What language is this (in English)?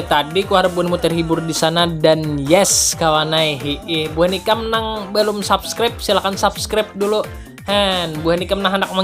Banjar